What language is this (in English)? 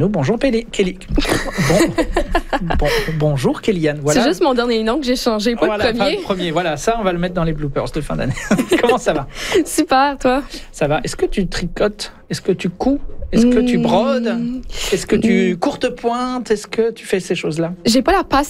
French